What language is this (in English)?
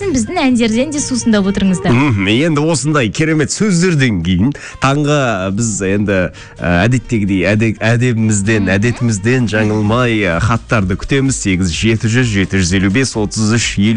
Kazakh